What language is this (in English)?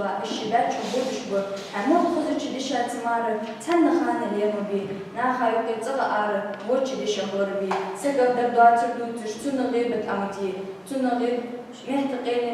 Ingush